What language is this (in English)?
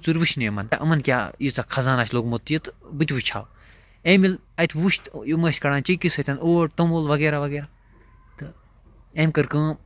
Kashmiri